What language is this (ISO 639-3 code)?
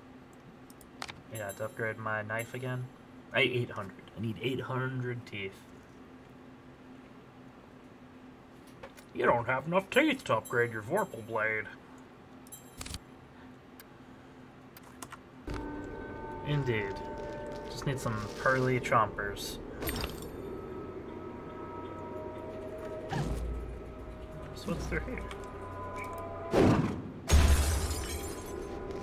eng